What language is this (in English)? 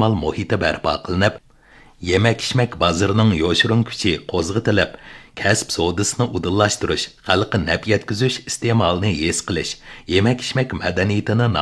Uyghur